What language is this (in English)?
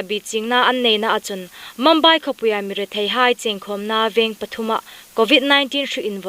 Hmar